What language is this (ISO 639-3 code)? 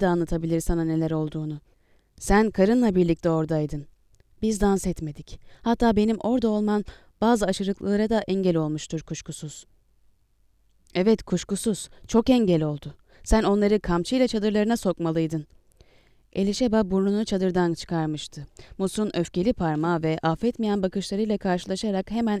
tur